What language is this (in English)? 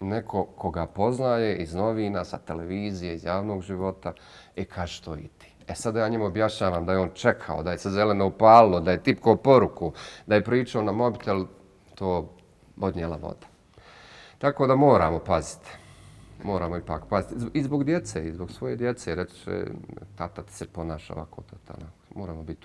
Bosnian